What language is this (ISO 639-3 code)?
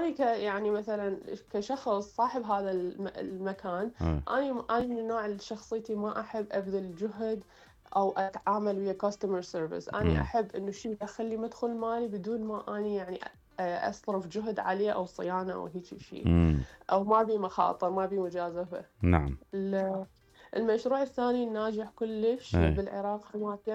acm